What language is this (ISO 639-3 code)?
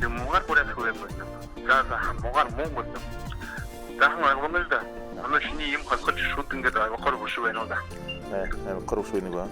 bua